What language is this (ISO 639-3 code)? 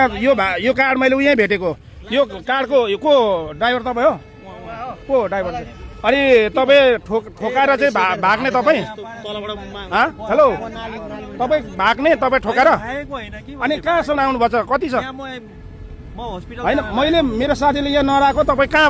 nep